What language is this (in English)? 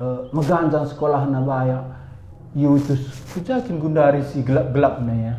Batak Karo